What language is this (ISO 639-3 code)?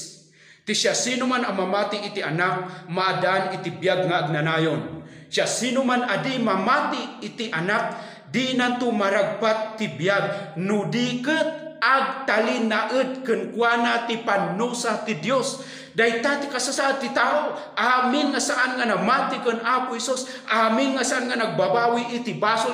ilo